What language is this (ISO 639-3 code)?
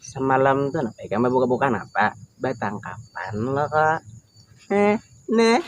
bjn